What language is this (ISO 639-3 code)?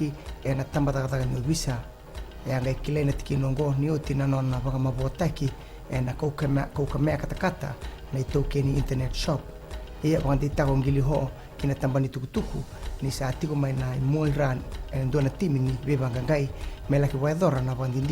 fij